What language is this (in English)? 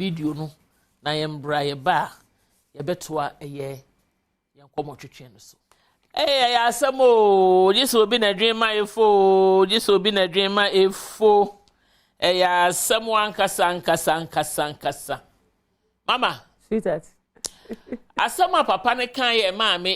Akan